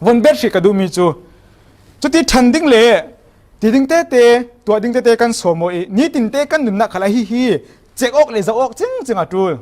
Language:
Falam Chin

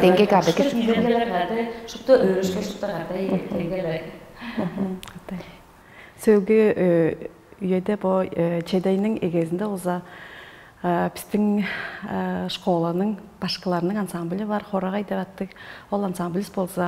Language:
Tuvinian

